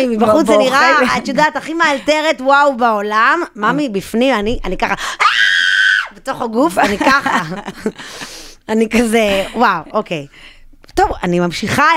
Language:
Hebrew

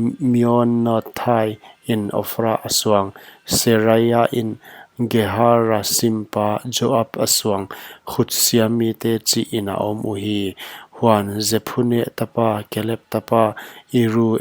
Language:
Paite Chin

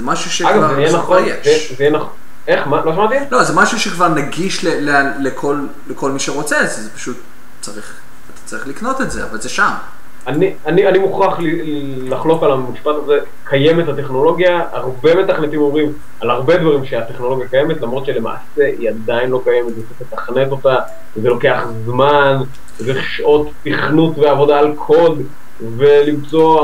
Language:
Hebrew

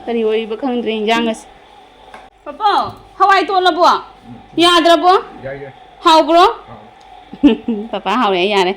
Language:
Manipuri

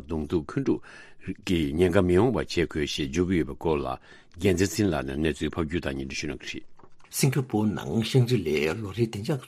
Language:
Tibetan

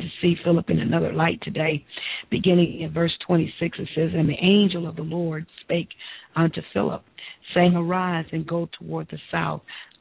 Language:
English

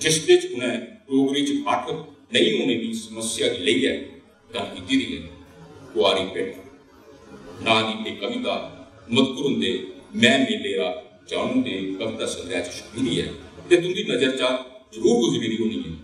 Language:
Dogri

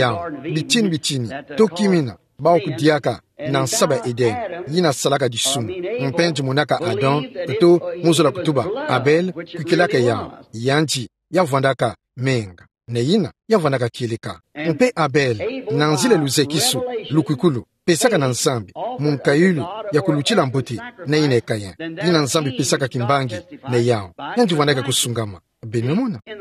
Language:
Kituba (Democratic Republic of Congo)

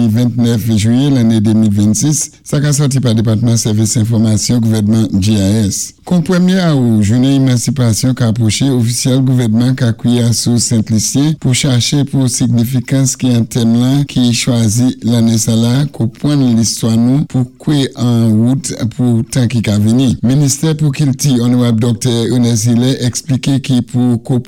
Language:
Saint Lucian Creole French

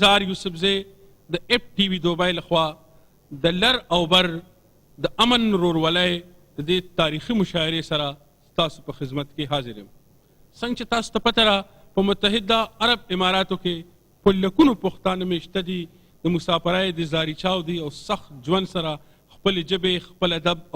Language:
Pashto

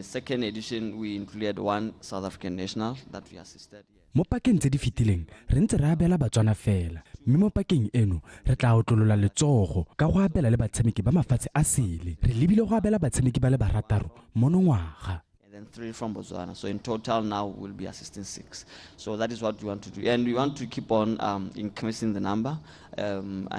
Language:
Tswana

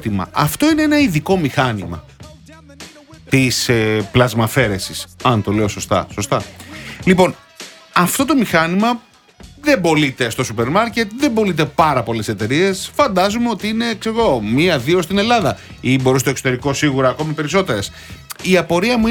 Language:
Greek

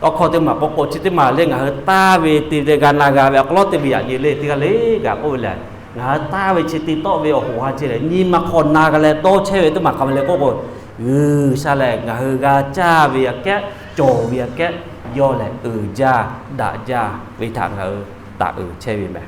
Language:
Lahu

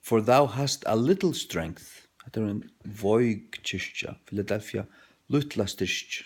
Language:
Faroese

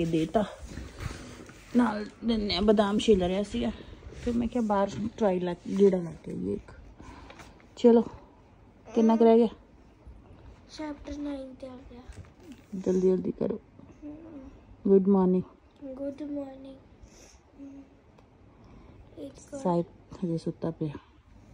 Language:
Punjabi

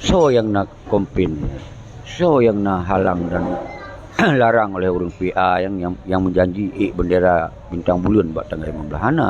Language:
Achinese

